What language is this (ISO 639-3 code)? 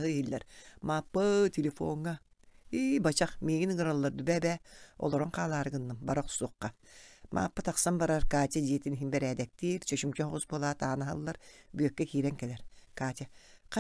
sah